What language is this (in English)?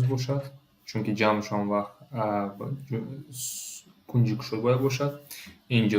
Tajik